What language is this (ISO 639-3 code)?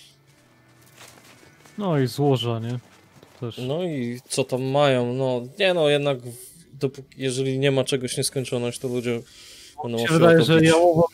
pol